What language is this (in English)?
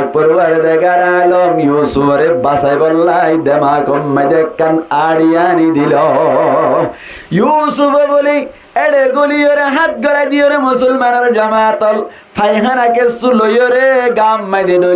Rohingya